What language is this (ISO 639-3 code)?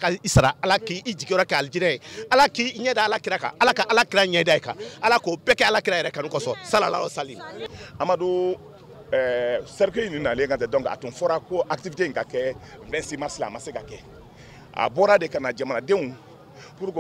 bam